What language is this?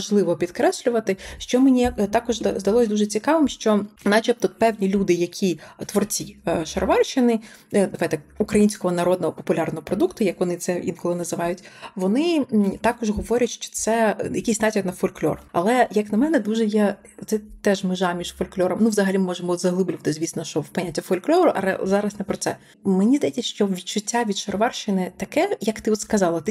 Ukrainian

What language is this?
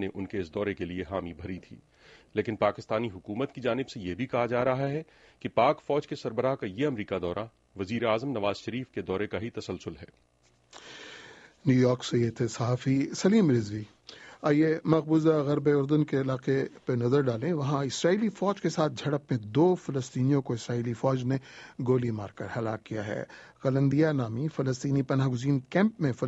Urdu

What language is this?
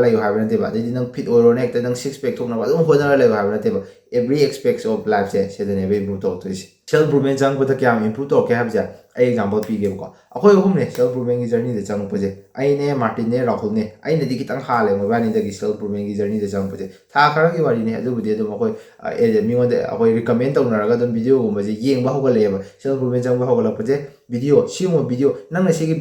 Manipuri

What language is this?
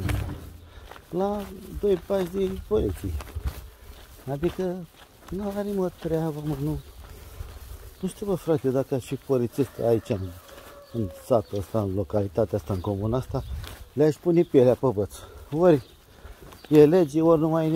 Romanian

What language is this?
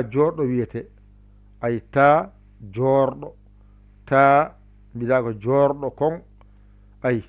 Fula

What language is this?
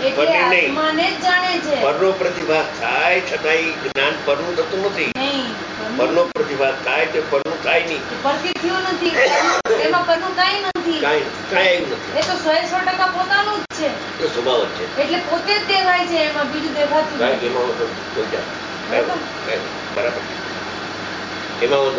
Gujarati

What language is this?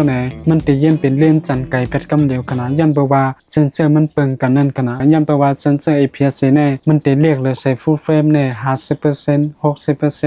Shan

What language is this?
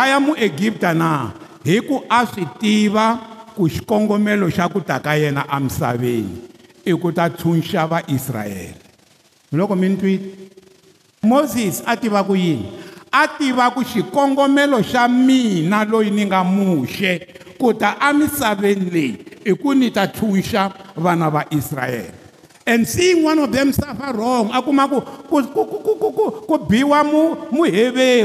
Tsonga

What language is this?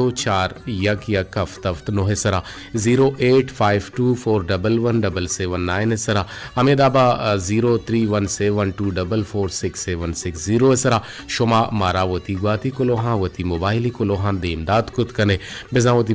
Eastern Balochi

